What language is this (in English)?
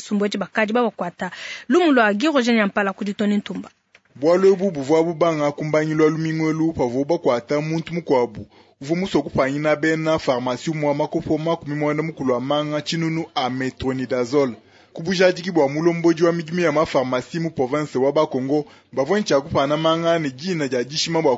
Luba-Lulua